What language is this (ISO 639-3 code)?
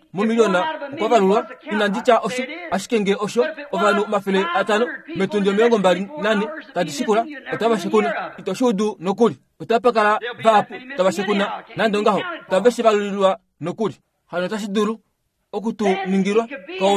kua